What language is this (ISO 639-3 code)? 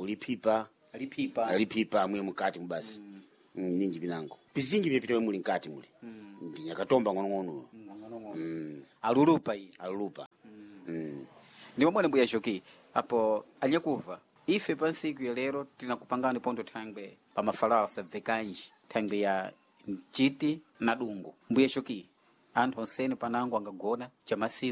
seh